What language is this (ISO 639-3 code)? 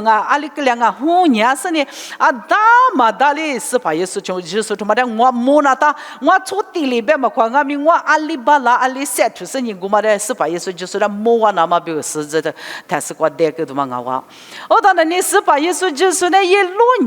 lis